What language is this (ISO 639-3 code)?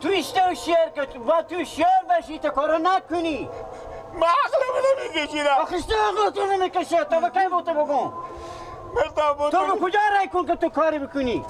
fas